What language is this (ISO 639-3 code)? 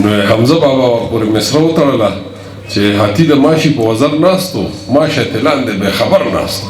pus